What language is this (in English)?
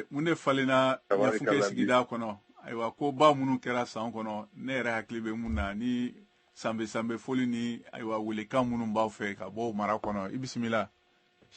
Bambara